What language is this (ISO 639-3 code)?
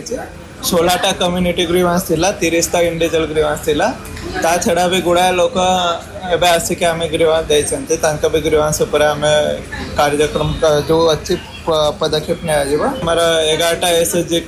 ori